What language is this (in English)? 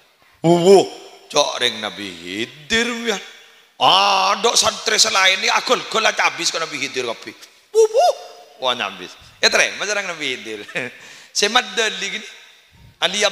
Madurese